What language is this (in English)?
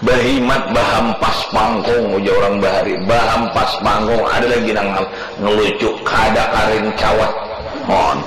Banjar